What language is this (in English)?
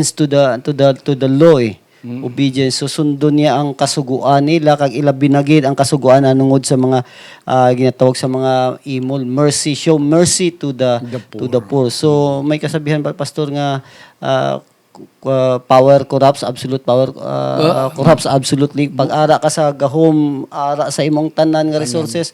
Hiligaynon